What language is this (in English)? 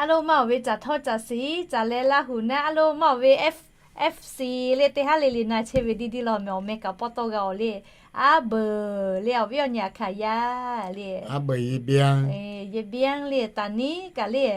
Lahu